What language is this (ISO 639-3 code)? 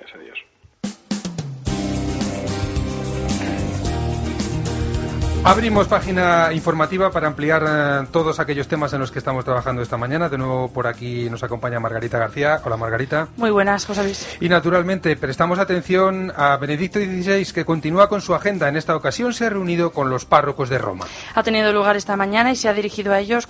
spa